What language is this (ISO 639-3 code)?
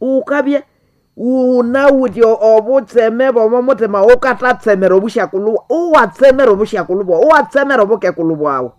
nnb